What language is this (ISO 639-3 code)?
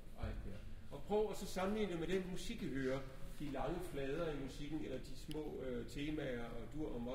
dan